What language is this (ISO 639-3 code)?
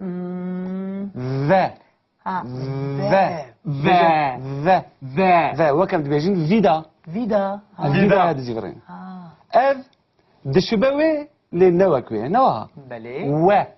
kur